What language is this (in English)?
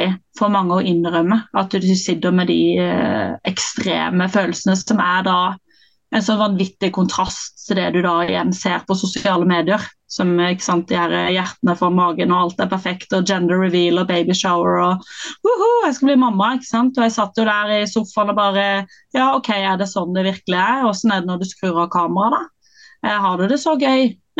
Norwegian